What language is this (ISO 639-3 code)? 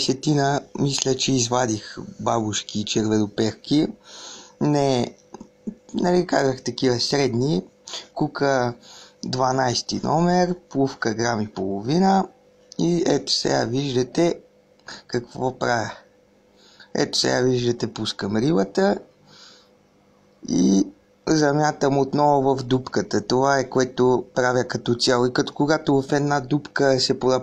bul